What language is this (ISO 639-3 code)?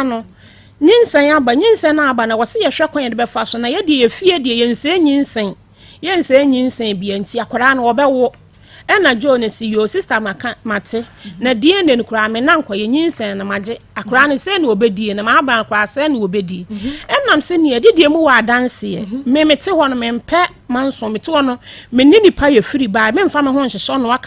aka